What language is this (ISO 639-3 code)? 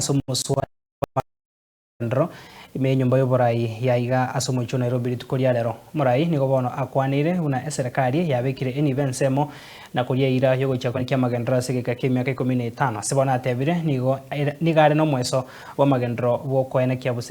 guz